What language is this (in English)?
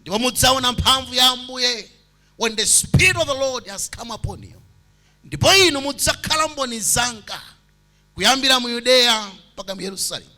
Nyanja